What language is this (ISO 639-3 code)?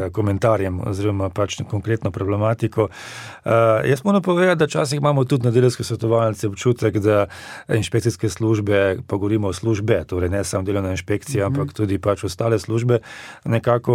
slv